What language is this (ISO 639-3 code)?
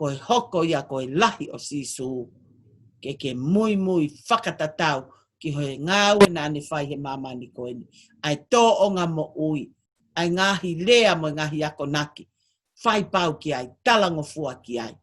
ton